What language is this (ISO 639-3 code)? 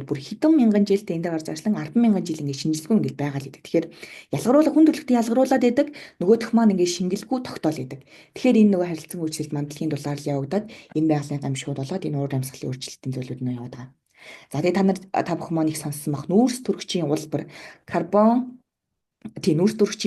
mon